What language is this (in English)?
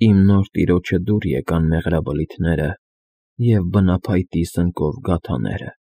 Armenian